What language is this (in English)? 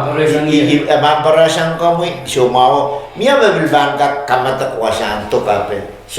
Pohnpeian